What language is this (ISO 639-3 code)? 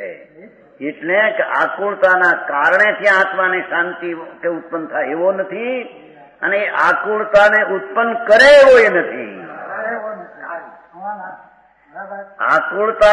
guj